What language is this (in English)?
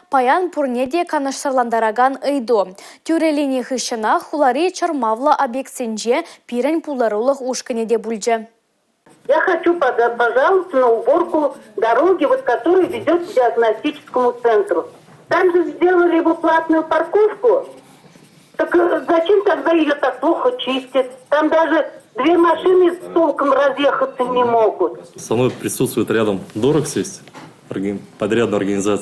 Chuvash